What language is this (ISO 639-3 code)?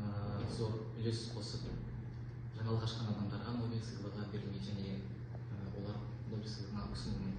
kaz